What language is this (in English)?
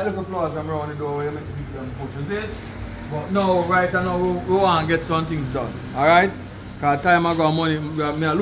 Jamaican Creole English